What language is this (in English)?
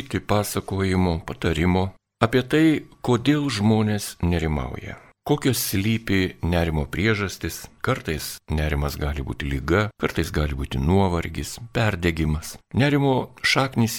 Lithuanian